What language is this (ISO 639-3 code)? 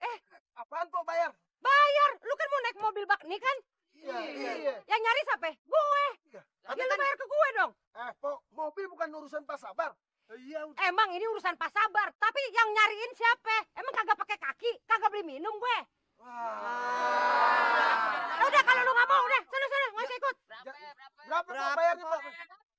bew